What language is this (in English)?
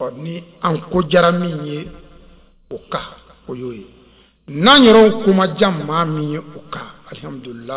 Bambara